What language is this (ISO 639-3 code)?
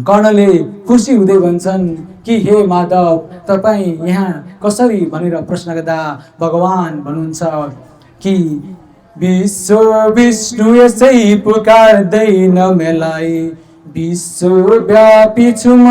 nep